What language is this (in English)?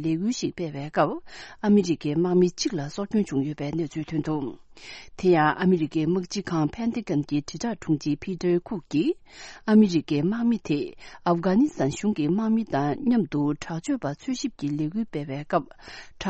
Tibetan